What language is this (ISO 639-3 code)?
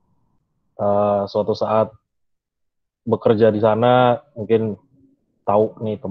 ind